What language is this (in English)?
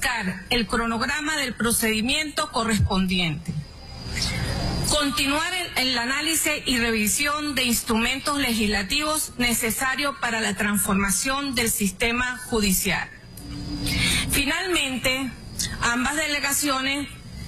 Spanish